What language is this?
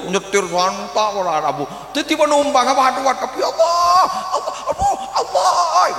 Madurese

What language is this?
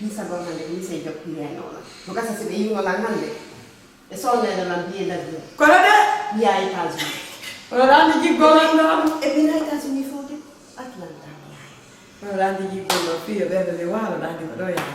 Pular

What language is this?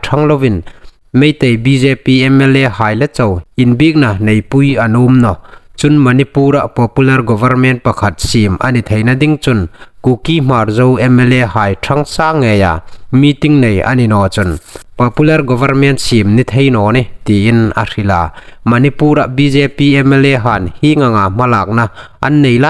Hmar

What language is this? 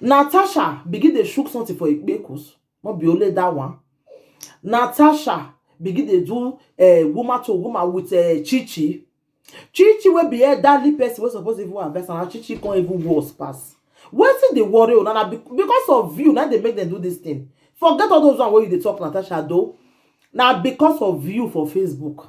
Nigerian Pidgin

